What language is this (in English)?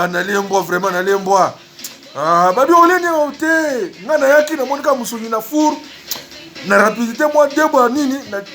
Luba-Lulua